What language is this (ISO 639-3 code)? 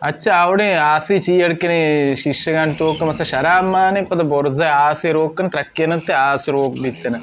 bal